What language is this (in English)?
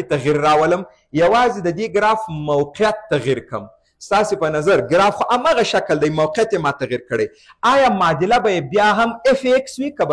Pashto